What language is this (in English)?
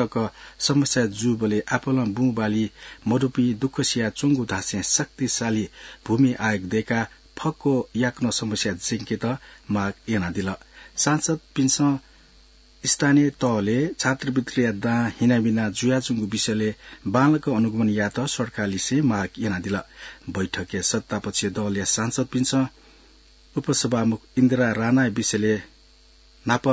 Newari